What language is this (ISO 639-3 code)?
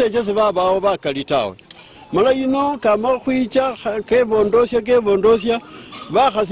luy